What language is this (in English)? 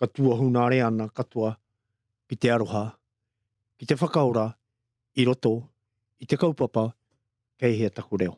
Māori